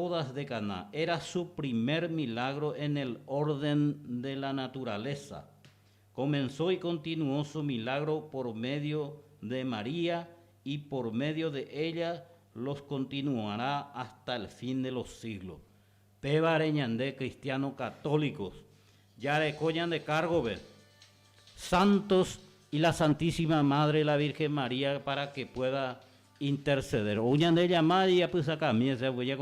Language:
Guarani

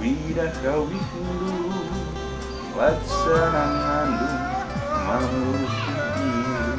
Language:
Batak Karo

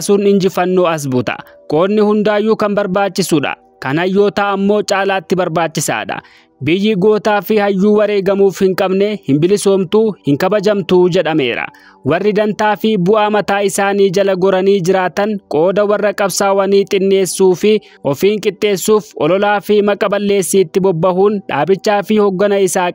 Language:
Oromo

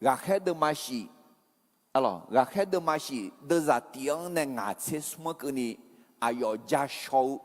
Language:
Akha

